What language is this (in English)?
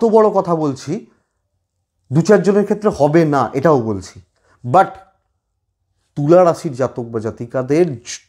Bangla